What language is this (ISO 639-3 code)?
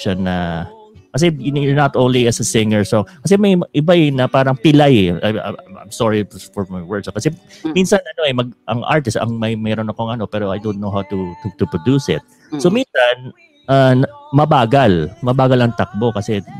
fil